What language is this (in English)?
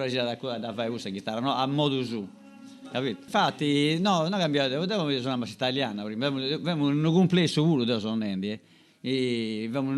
Sardinian